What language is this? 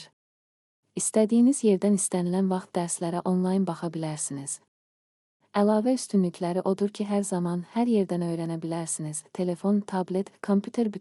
Azerbaijani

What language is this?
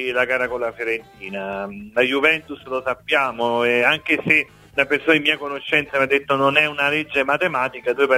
Italian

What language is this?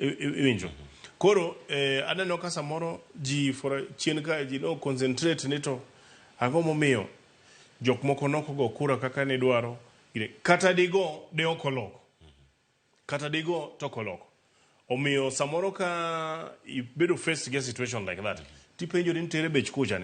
Luo (Kenya and Tanzania)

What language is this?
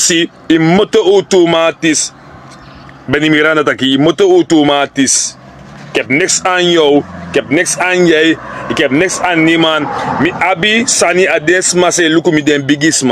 Sranan Tongo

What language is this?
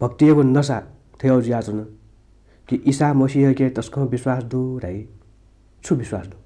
Newari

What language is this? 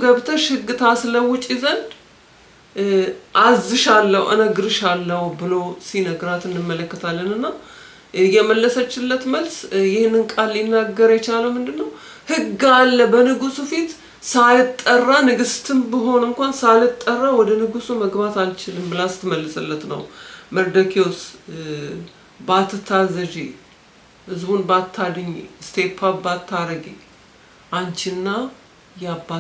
Amharic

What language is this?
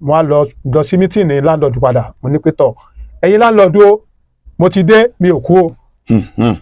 Yoruba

